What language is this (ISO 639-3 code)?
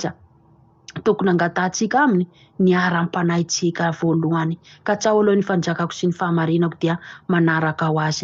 mlg